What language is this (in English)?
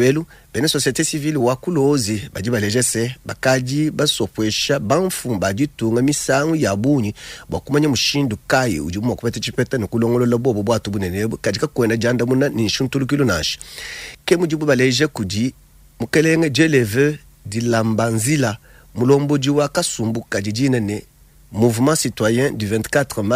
Luba-Lulua